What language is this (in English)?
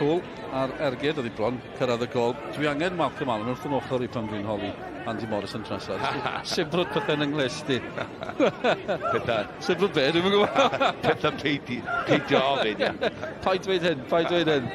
Welsh